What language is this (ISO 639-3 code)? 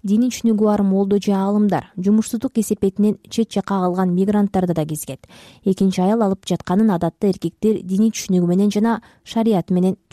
kir